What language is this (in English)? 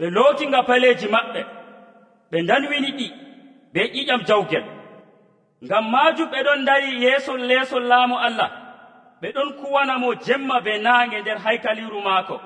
Nigerian Fulfulde